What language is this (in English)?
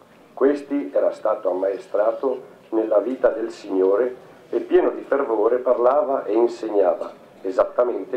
Italian